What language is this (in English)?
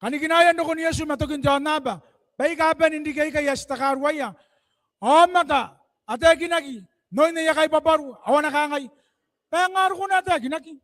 Gilbertese